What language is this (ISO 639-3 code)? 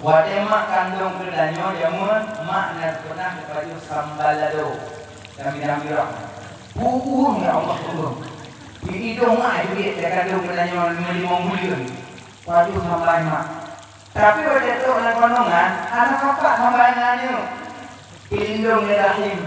ace